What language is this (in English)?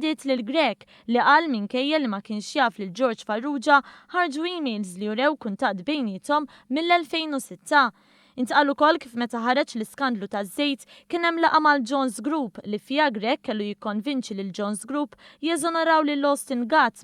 Maltese